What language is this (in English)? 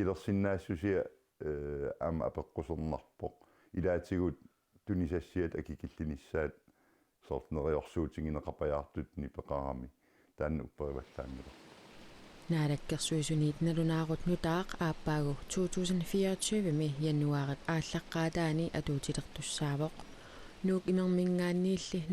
Kalaallisut